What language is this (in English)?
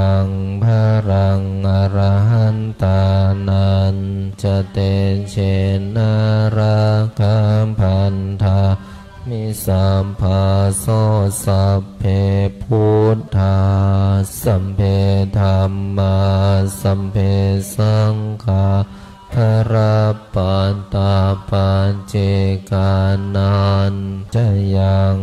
Pali